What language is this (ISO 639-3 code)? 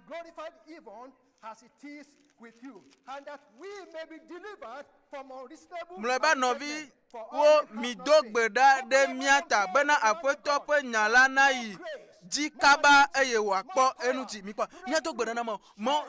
ewe